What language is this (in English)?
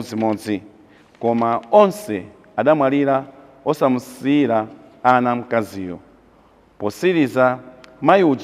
Nyanja